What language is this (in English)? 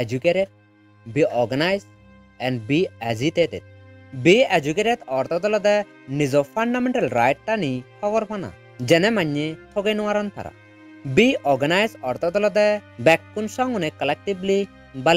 Chakma